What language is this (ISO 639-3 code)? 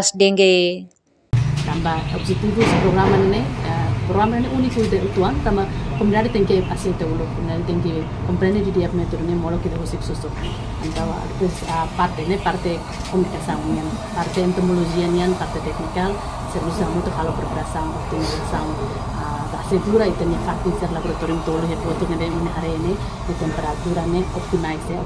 tet